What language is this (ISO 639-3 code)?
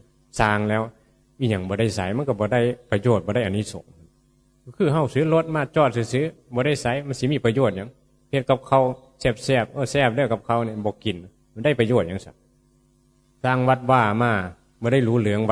tts